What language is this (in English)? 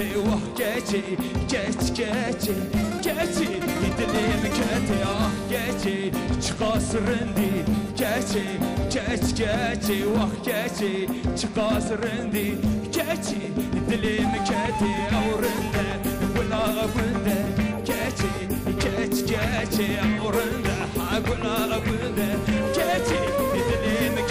Kurdish